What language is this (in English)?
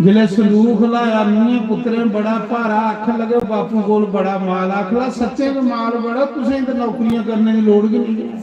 Dogri